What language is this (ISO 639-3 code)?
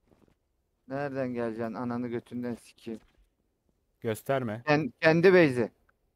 tur